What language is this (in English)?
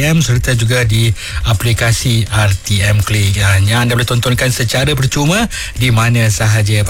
Malay